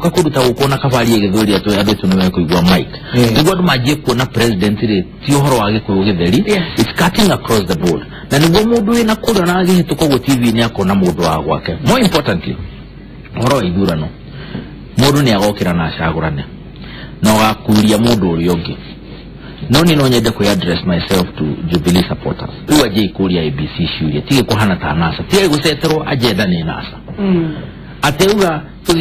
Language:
Kikuyu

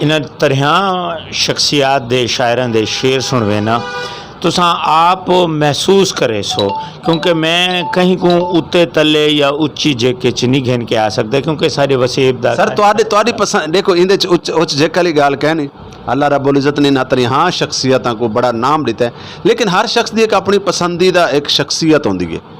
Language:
Saraiki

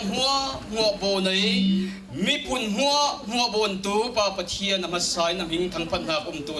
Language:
Falam Chin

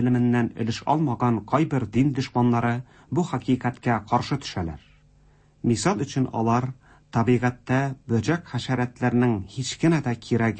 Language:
Tatar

